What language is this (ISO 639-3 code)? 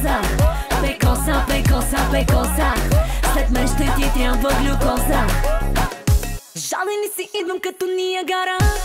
bul